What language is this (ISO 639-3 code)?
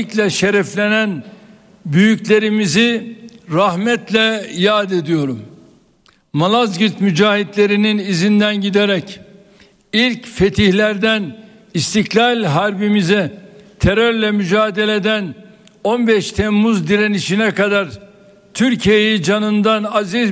tur